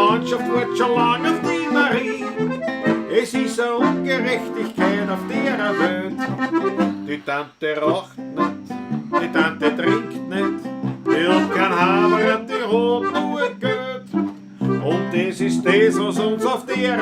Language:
Bavarian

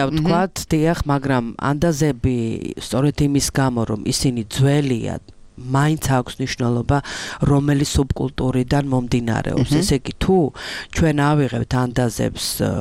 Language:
Georgian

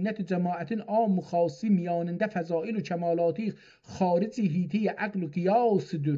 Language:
South Azerbaijani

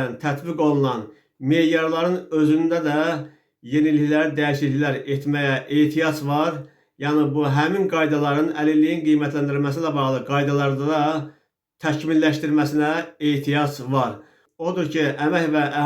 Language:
Azerbaijani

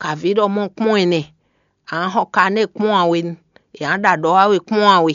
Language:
Fon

